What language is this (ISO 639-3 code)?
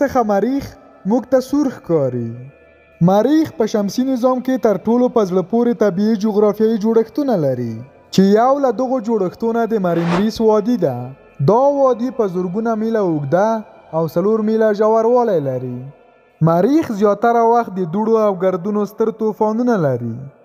pus